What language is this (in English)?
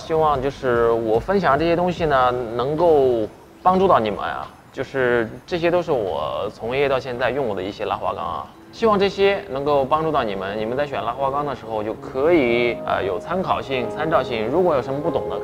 Chinese